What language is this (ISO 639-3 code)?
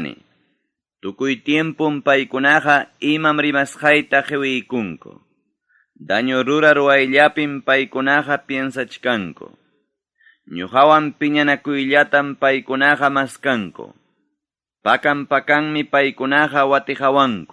quy